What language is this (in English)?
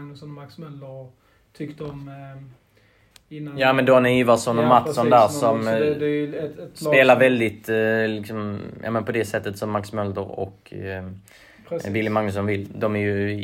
Swedish